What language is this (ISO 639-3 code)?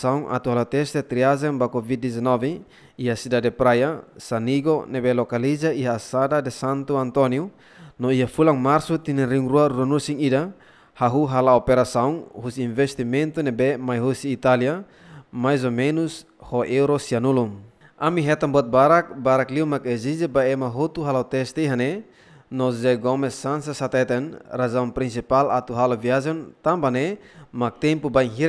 tet